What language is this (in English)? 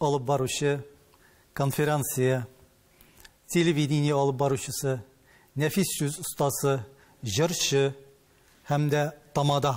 Tatar